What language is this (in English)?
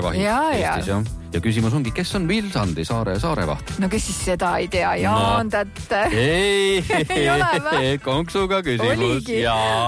Estonian